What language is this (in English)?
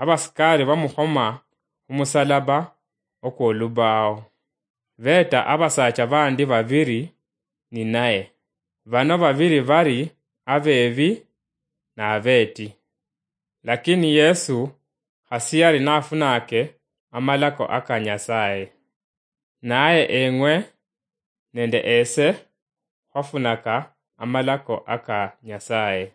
Luyia